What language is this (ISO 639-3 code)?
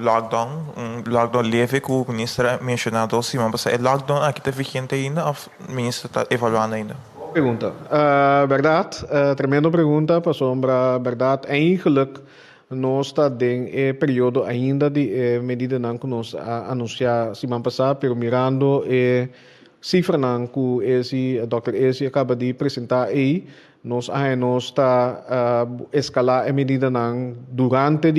pap